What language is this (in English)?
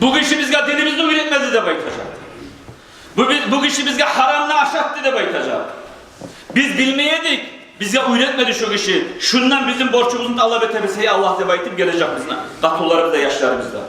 Kumyk